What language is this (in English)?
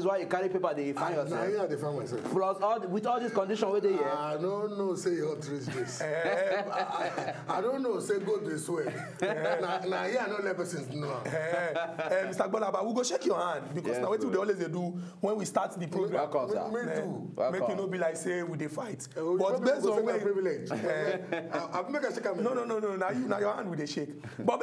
Nigerian Pidgin